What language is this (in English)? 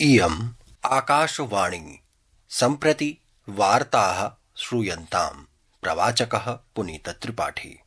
Sanskrit